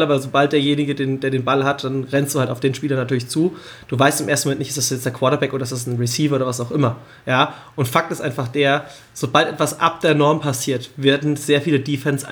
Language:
German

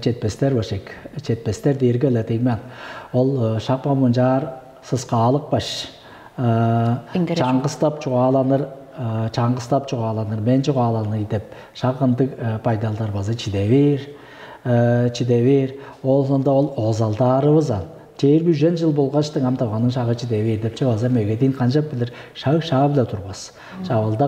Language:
Tuvinian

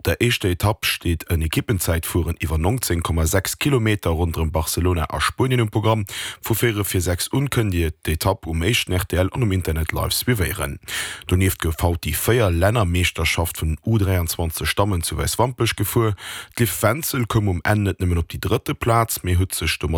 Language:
Luxembourgish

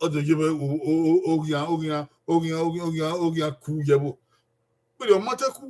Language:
Bini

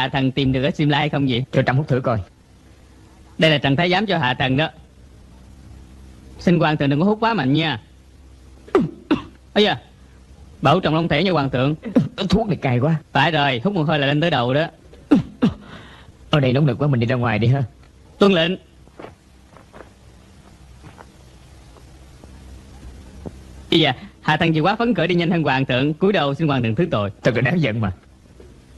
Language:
Vietnamese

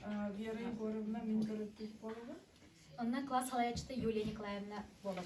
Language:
Yakut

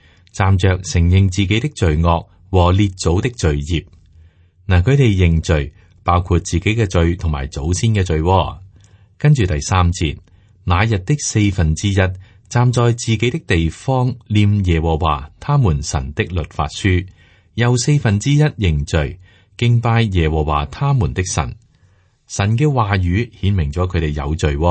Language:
Cantonese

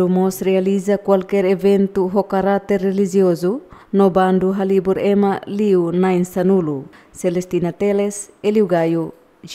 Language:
Tetum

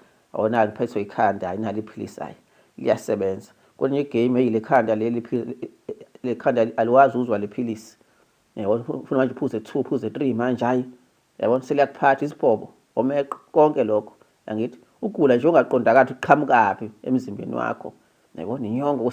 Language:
Zulu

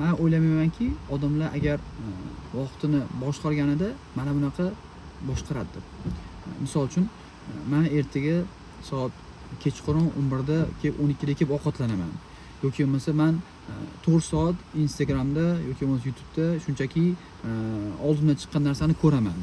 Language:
Uzbek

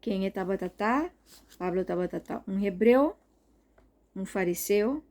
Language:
Papiamento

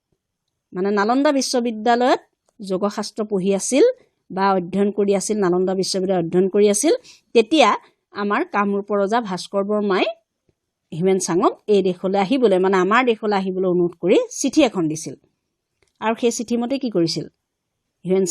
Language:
Assamese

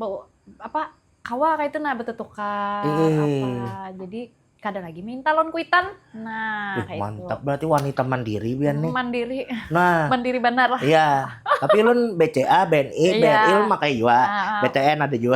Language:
Banjar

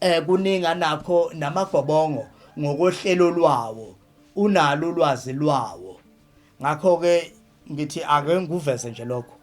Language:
Zulu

